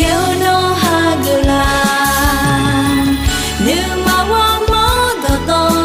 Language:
Akha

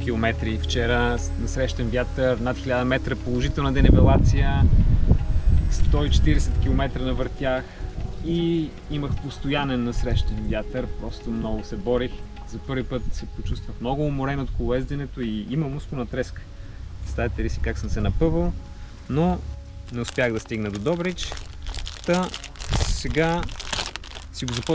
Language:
Bulgarian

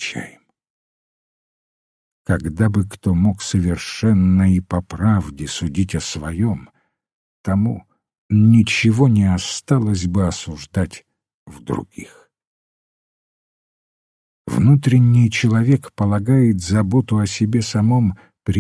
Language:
Russian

